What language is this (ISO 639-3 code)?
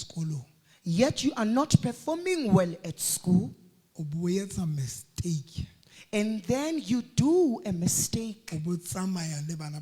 sot